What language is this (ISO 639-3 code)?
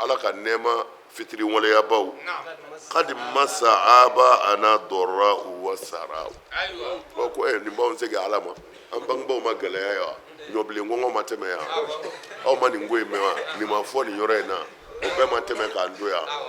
bam